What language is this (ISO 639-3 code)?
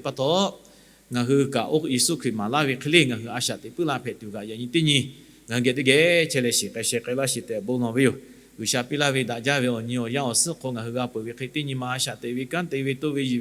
lhu